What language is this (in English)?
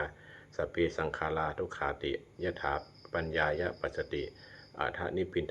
Pali